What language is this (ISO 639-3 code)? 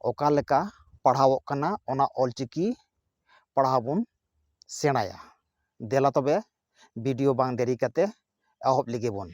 sat